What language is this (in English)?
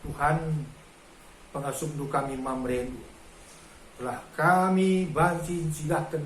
Batak Karo